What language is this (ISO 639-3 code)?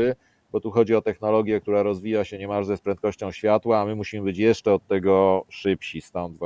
pol